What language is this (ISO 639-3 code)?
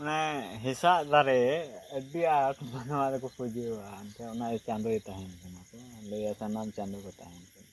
sat